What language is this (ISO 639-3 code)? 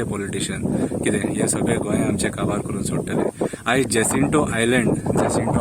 kok